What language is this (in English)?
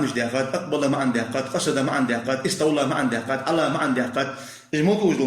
Ingush